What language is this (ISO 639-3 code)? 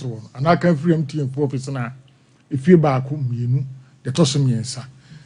aka